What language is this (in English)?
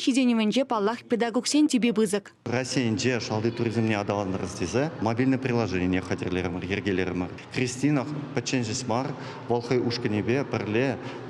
Chuvash